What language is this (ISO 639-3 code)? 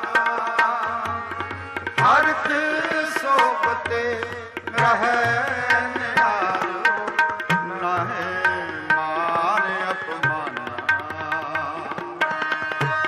pan